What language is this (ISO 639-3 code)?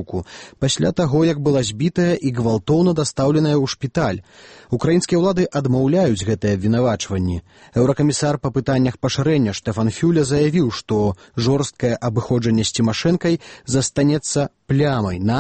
bel